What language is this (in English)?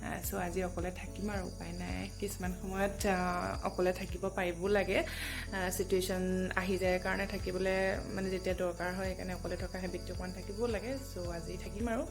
Assamese